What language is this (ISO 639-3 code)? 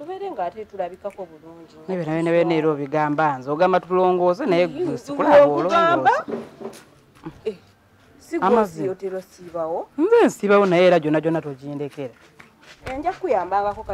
lug